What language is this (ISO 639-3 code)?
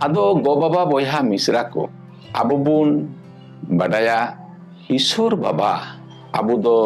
sat